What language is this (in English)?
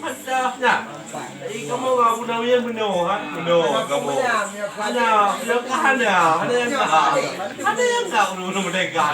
Achinese